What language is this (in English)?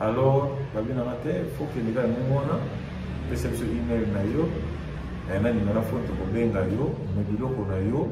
Lingala